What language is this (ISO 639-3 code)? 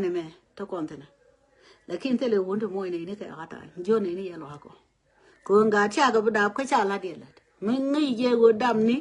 nus